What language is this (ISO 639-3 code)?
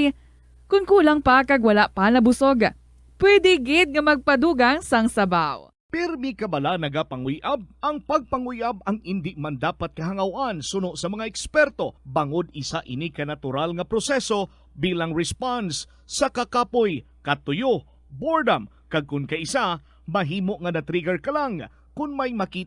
hil